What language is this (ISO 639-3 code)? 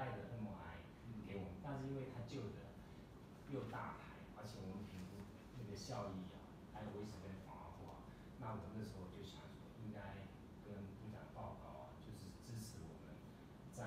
zho